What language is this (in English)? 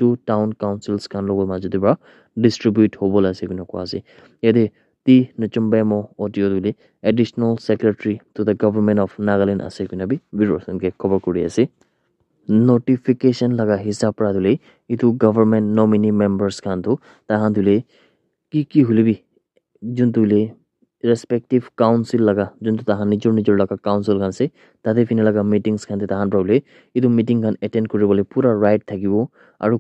Naga Pidgin